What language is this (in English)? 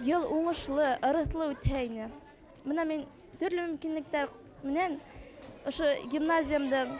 Bashkir